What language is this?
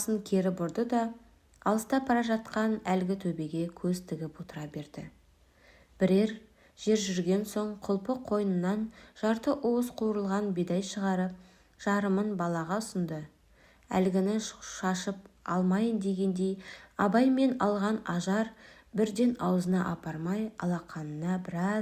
Kazakh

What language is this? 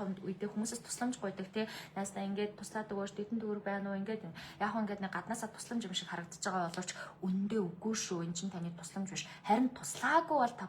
Mongolian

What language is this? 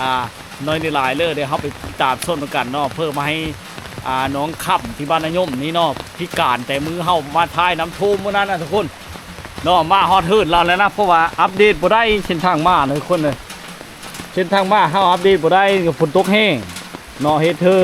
Lao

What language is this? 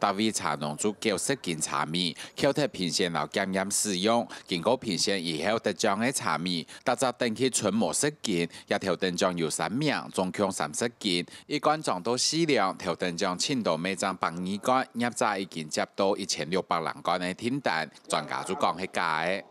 Hakka Chinese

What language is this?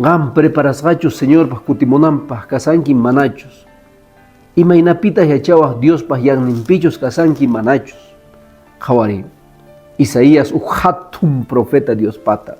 Quechua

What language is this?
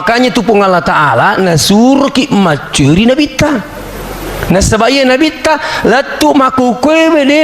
Buginese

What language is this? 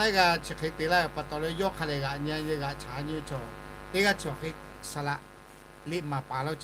Lahu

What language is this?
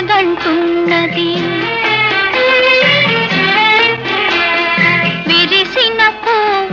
Telugu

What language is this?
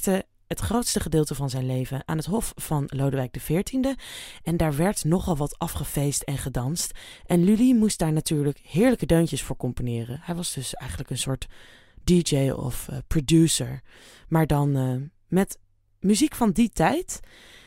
Dutch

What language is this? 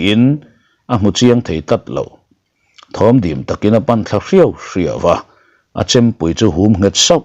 Mizo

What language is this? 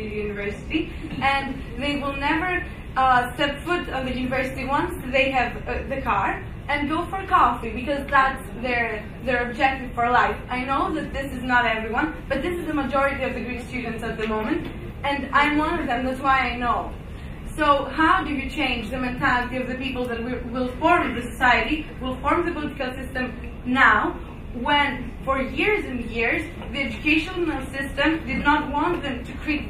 English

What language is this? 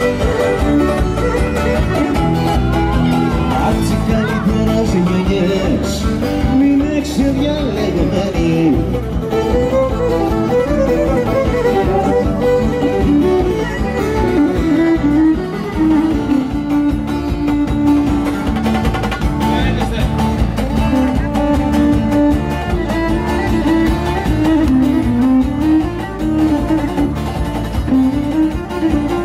Greek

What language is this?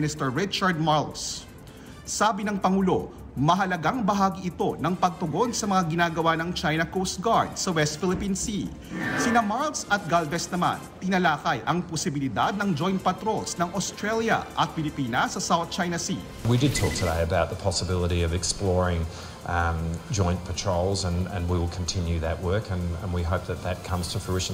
Filipino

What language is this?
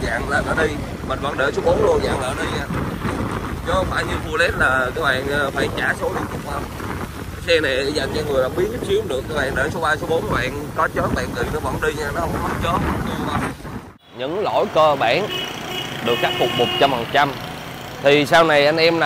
Vietnamese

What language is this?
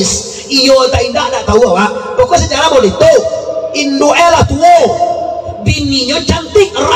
Minangkabau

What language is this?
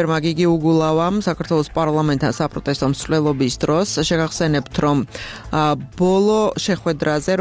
Georgian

